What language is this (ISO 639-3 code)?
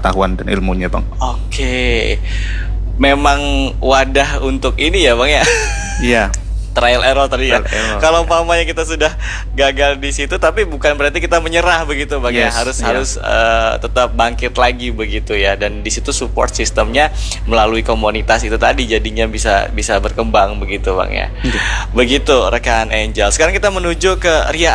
ind